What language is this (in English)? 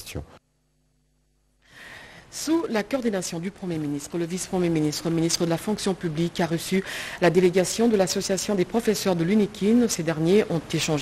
French